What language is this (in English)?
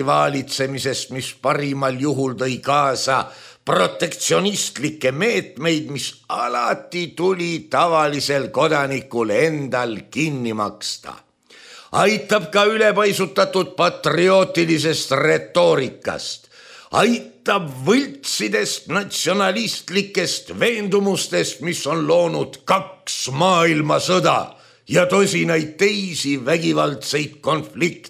Estonian